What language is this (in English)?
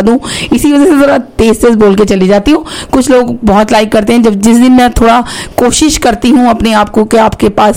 Hindi